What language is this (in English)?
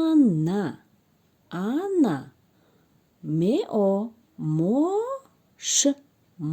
Tajik